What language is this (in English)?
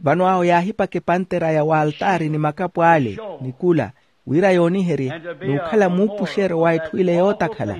Makhuwa